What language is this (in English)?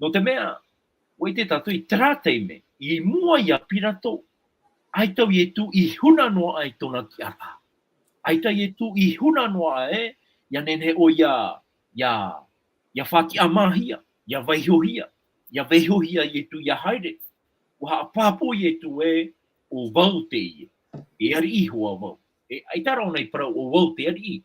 Tahitian